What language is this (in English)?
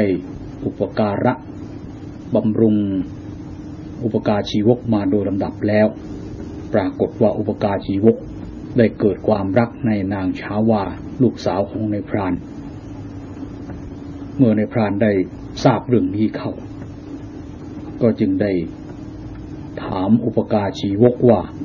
Thai